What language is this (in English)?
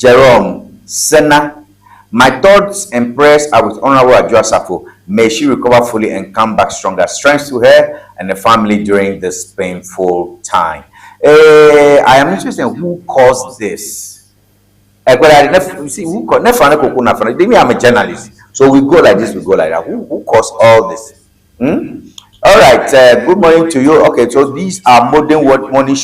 Ewe